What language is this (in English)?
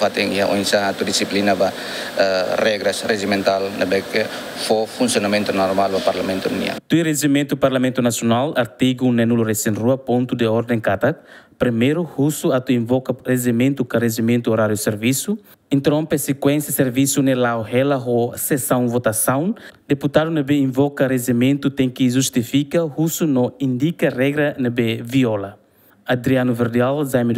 Tetum